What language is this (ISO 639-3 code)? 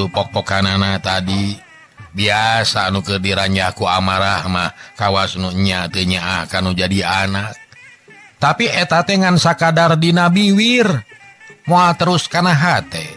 sun